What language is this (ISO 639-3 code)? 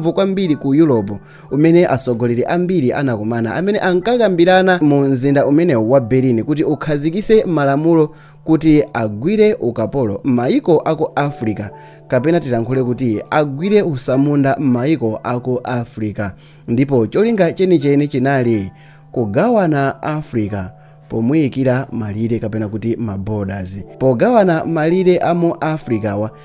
nya